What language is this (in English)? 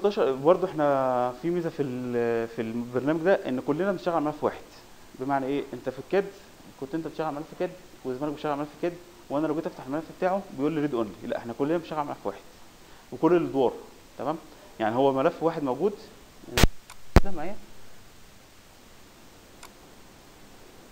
Egyptian Arabic